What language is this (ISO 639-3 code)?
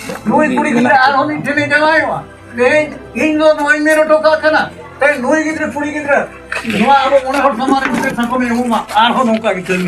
sat